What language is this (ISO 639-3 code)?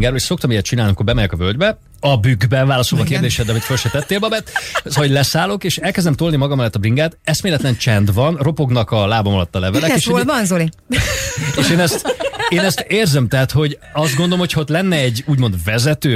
hun